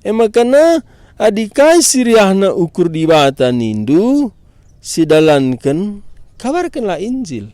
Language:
Batak Karo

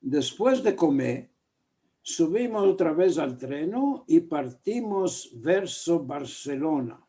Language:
Ladino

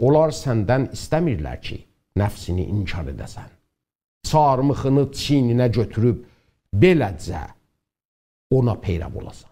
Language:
South Azerbaijani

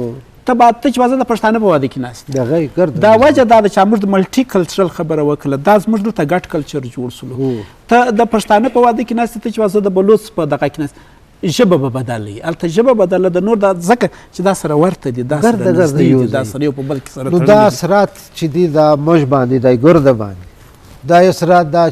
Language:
Eastern Balochi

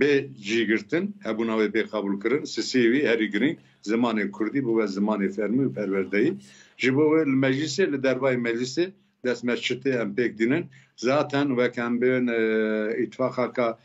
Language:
Kurdish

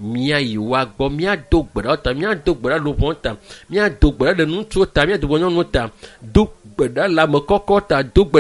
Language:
Ewe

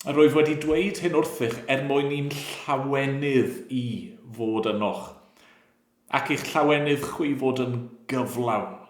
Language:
Welsh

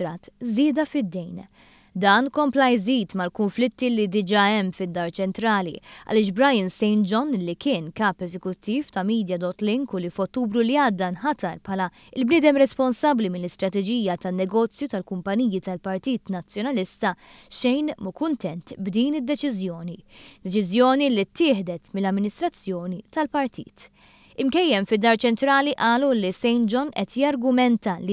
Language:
Maltese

